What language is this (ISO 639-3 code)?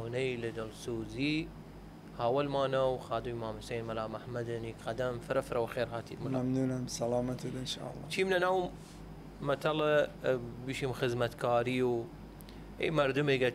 sdh